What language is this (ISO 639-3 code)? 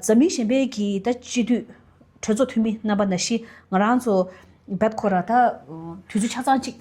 bod